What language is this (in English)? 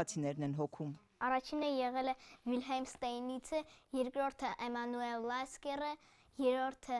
Armenian